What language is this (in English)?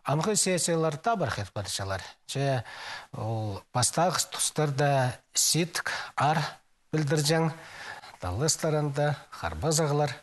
Khakas